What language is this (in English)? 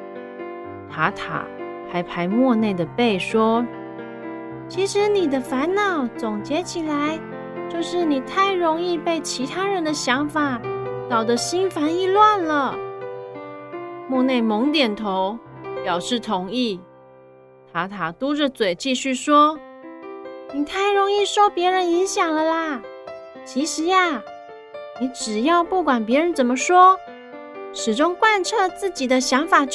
Chinese